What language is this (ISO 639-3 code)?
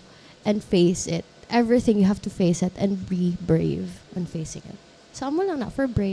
hil